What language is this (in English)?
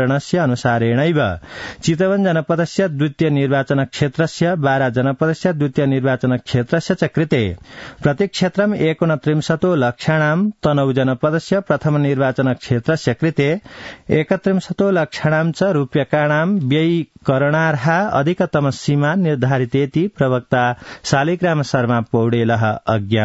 Sanskrit